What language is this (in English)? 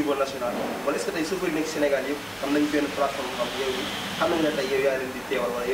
Wolof